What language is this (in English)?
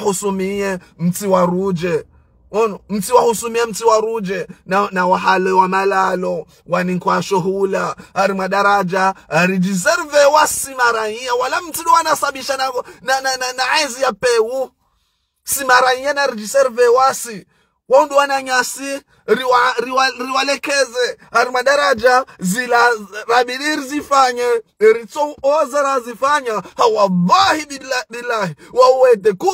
Ngazidja Comorian